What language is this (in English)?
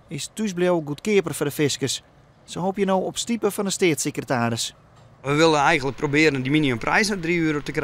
Western Frisian